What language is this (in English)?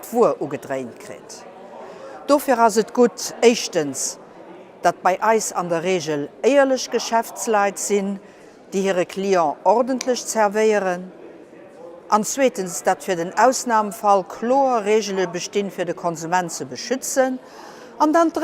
Luxembourgish